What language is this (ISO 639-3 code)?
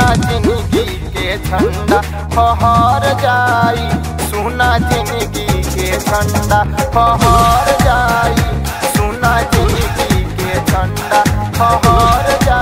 bho